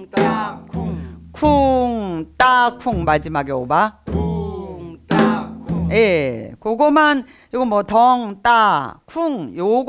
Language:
Korean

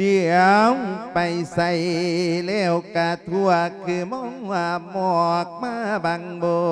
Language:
Lao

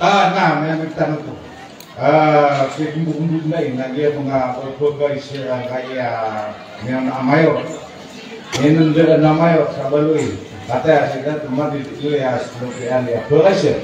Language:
Maranao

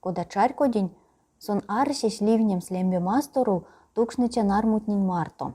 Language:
Erzya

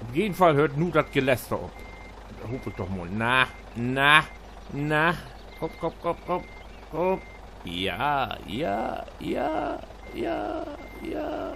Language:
Low German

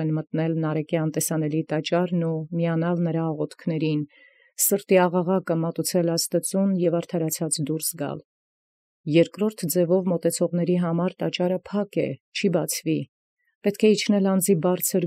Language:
Armenian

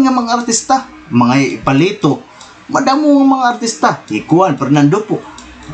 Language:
Waray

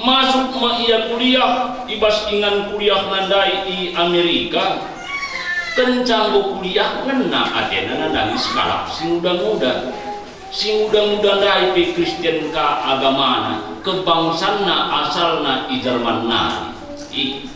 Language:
Batak Karo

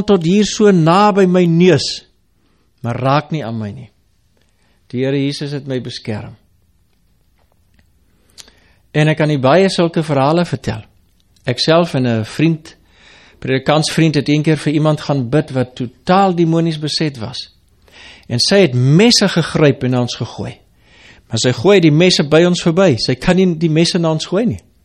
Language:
Afrikaans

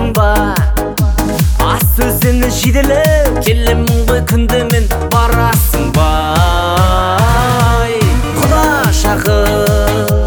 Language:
Kazakh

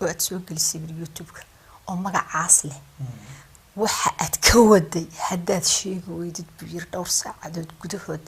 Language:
Somali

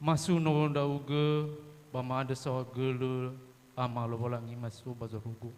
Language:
Nias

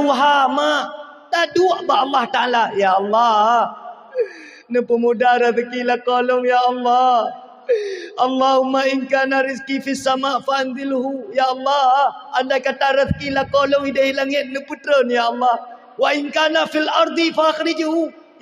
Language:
Achinese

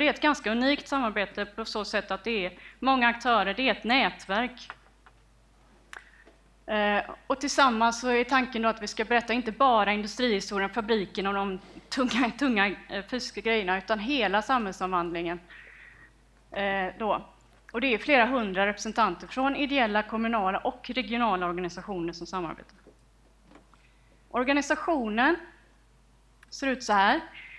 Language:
Swedish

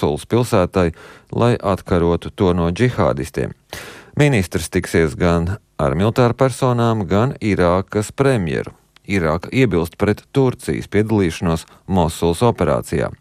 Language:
Latvian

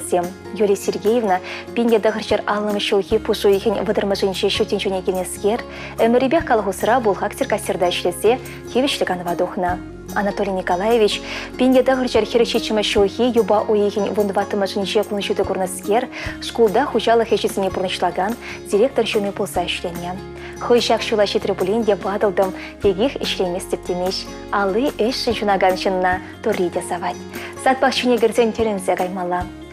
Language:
Chuvash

